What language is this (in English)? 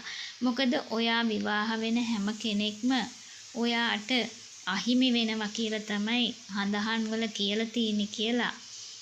Sinhala